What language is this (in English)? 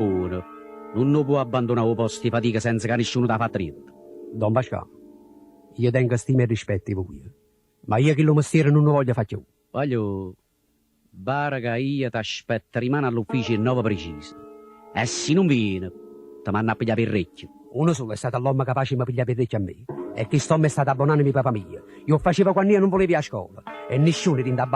Neapolitan